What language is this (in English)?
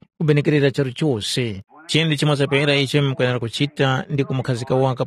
Tumbuka